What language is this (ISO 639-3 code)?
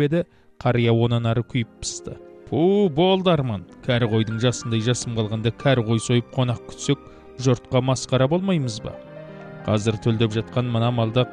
kaz